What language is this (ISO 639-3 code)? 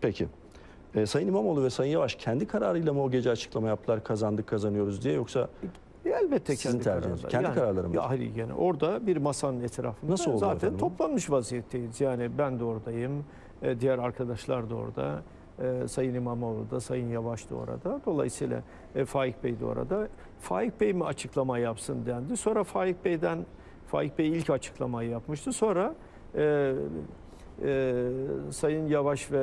tur